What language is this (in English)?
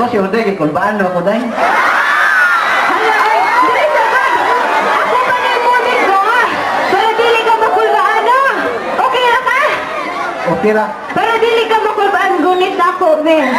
Cebuano